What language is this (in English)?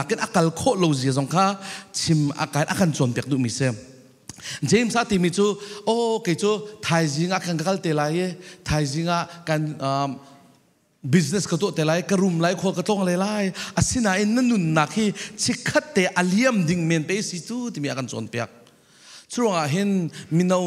Falam Chin